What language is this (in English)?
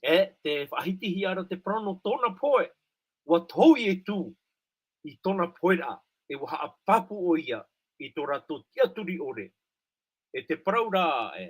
Tahitian